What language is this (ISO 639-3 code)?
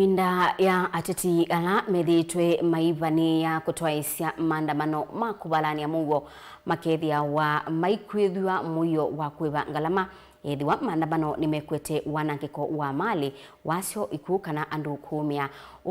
kam